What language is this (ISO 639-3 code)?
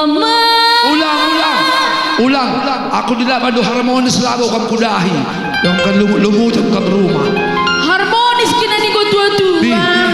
btx